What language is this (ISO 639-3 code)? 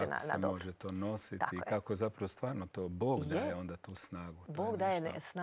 hrv